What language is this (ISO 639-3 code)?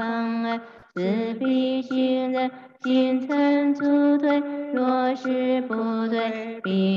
zho